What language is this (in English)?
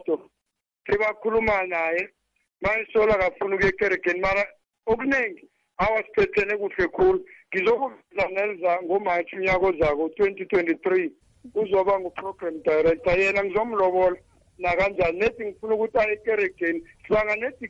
South Ndebele